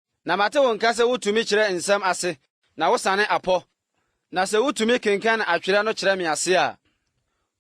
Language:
Akan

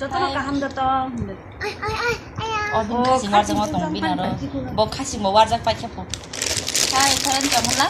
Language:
Kok Borok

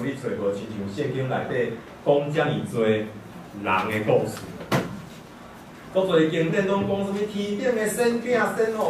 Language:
Min Nan Chinese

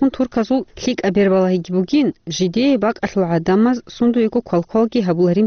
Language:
Avaric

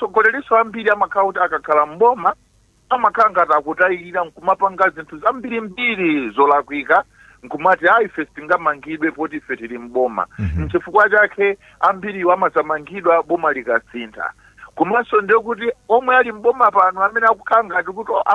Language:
Nyanja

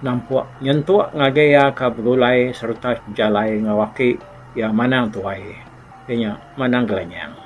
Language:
Iban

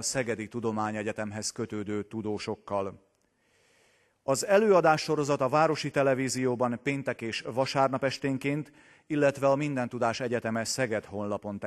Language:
Hungarian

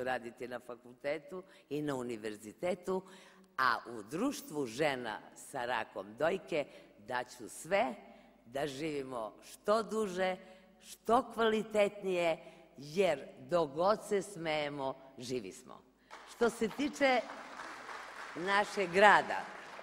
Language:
Serbian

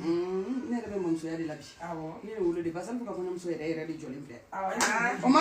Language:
Bambara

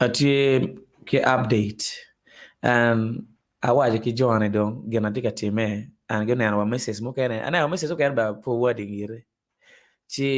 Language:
Acoli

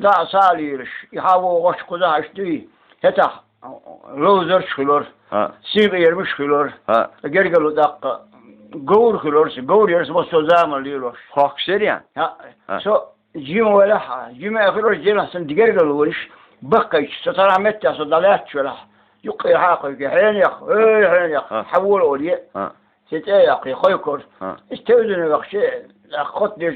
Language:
Chechen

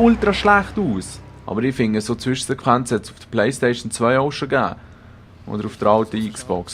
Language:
Swiss German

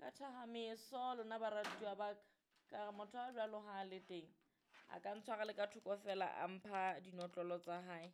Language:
Southern Sotho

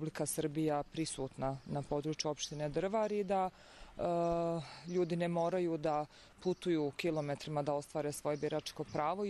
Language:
Croatian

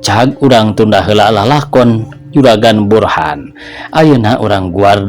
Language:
Sundanese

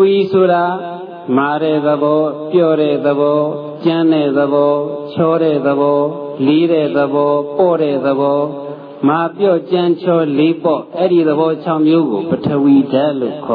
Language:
Burmese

